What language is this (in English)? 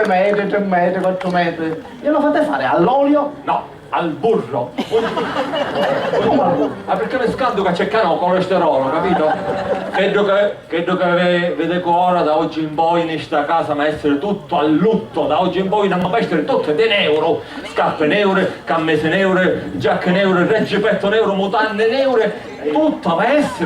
Sicilian